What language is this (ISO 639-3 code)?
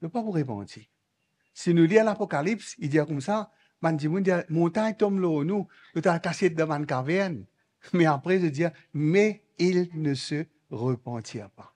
mfe